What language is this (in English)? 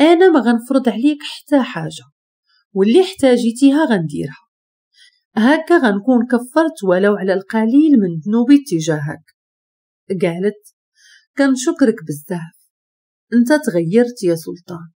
Moroccan Arabic